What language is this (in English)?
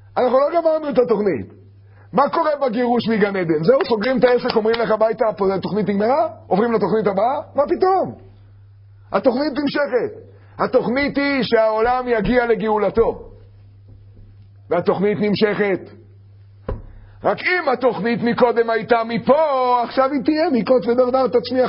Hebrew